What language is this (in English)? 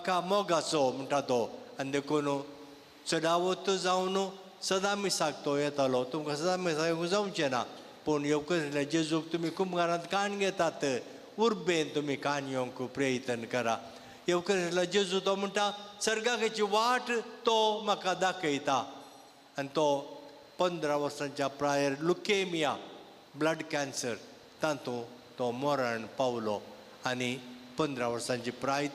Konkani